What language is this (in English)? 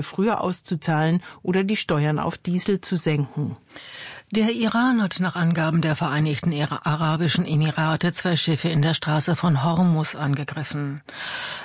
German